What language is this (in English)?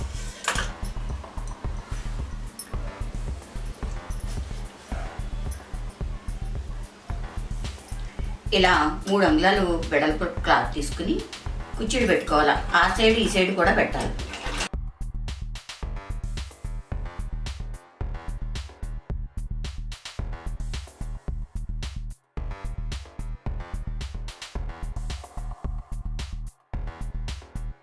Telugu